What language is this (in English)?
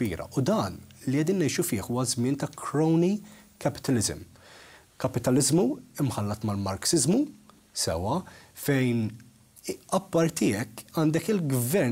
Maltese